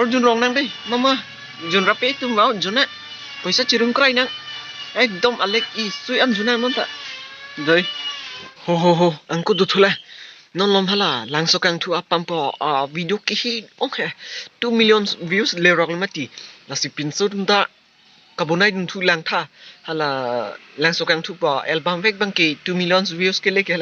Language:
Karbi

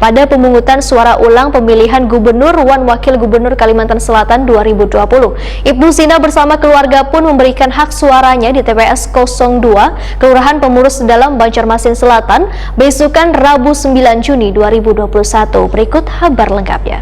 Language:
Banjar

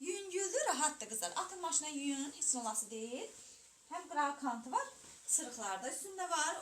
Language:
Azerbaijani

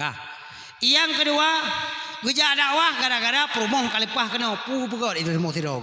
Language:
Achinese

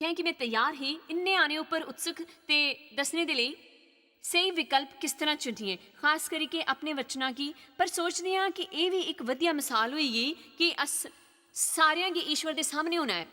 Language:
Dogri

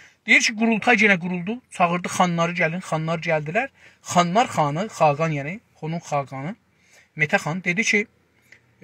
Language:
South Azerbaijani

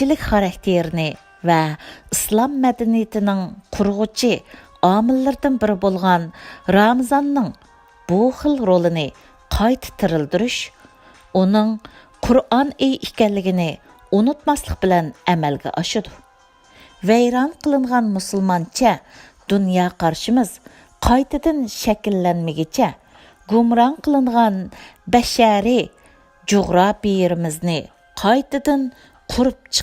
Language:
Uyghur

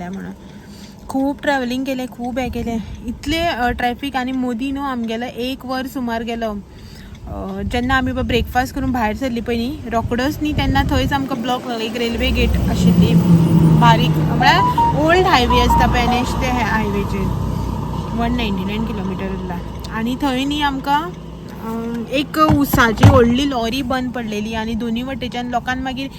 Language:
Konkani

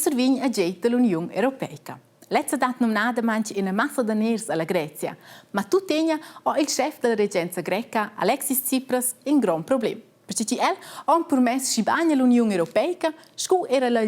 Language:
Romansh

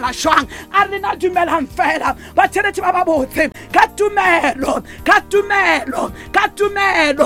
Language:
Northern Sotho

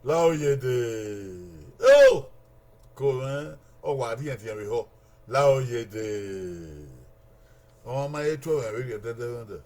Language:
Bini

